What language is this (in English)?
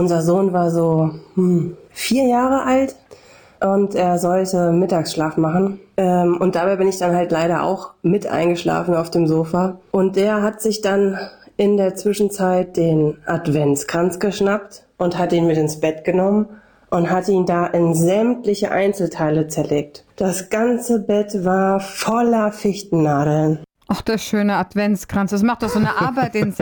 German